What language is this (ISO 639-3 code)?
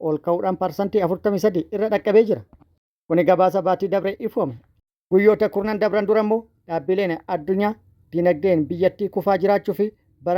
orm